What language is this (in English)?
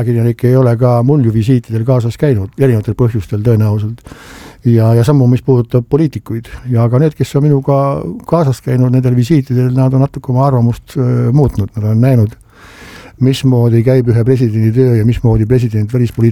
Estonian